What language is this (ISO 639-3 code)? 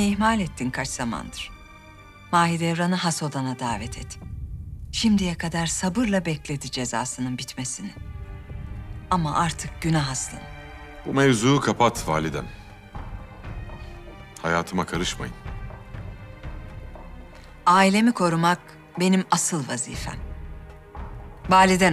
tur